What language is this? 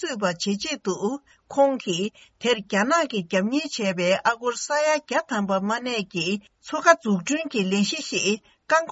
Tibetan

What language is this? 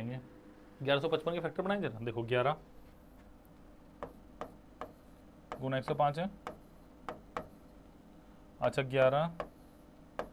Hindi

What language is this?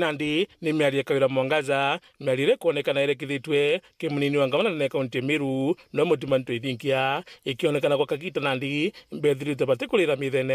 Meru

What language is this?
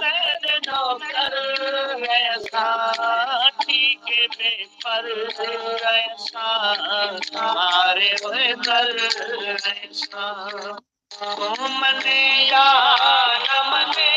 Saraiki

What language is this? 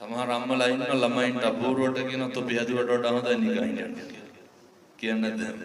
Sinhala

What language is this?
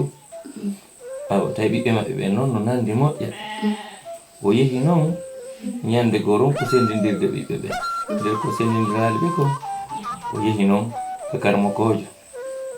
Fula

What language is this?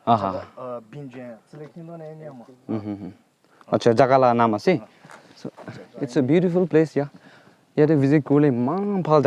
Naga Pidgin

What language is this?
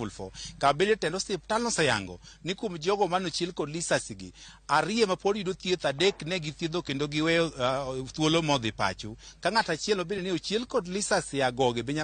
Luo (Kenya and Tanzania)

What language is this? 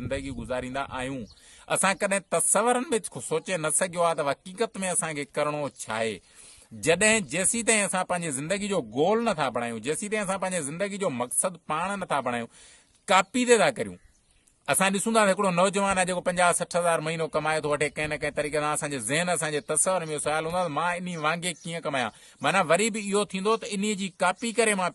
Sindhi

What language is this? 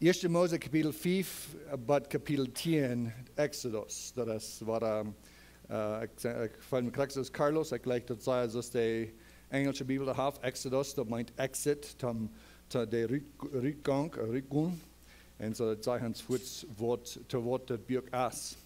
Plautdietsch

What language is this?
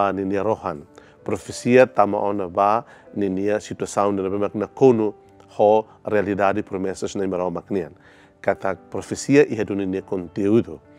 Tetum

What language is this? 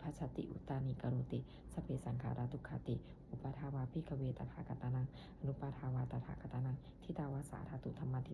Pali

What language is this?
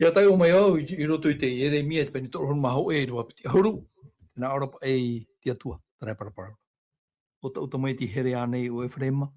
Tahitian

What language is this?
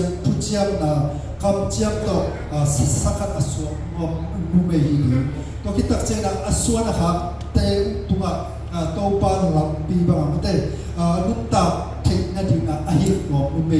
Tedim Chin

